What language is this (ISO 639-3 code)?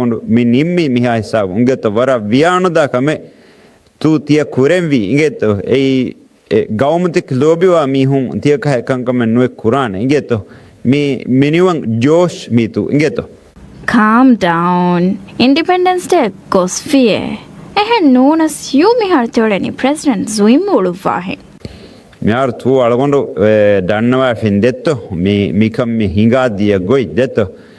div